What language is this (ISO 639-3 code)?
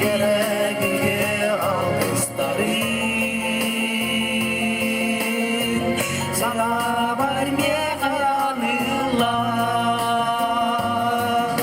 sah